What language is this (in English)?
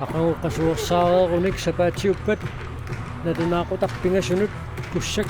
Kalaallisut